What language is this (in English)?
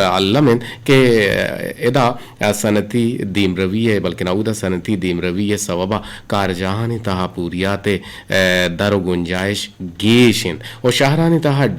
Eastern Balochi